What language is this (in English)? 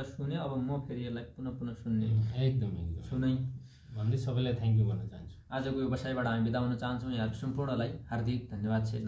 Nepali